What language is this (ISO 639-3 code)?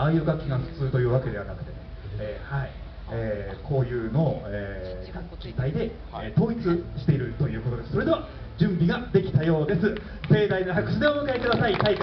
jpn